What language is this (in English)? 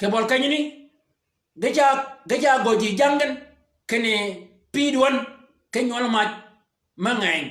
Shilluk